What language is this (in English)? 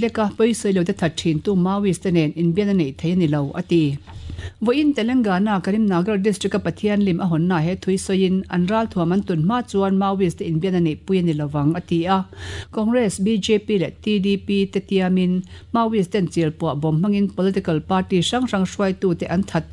Mizo